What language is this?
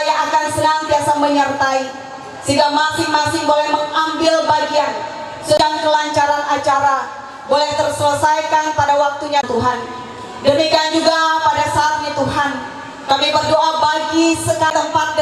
Ma'anyan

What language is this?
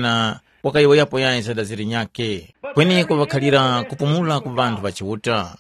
Tumbuka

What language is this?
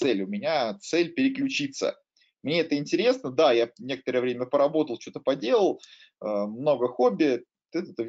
Russian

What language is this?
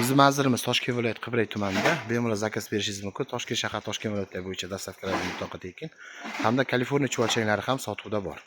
Uzbek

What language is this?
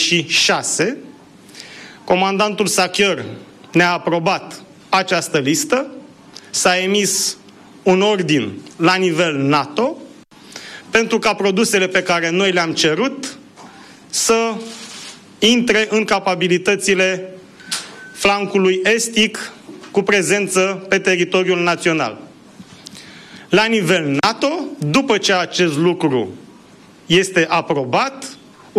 Romanian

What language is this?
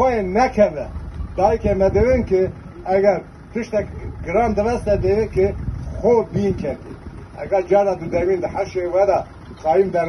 Kurdish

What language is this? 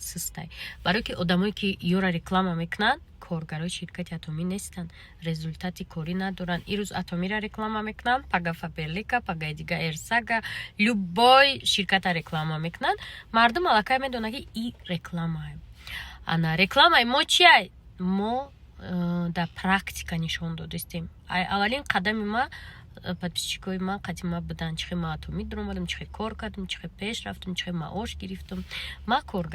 Tajik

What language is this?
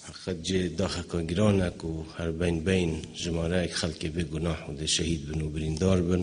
Kurdish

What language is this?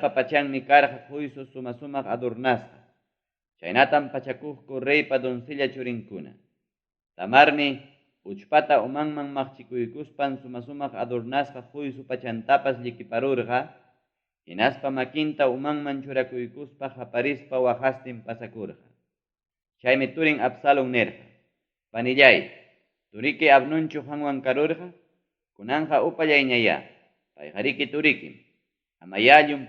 Ayacucho Quechua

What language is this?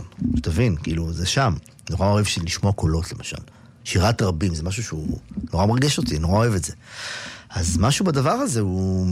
Hebrew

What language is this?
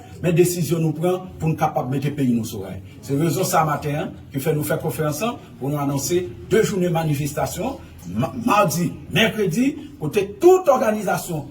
Haitian Creole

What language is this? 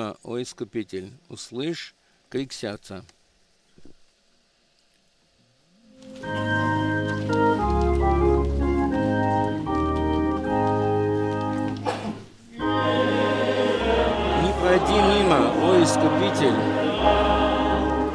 Russian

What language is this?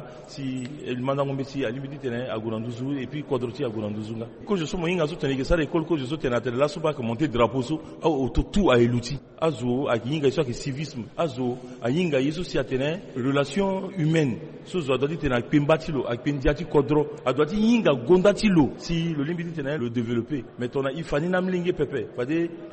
Sango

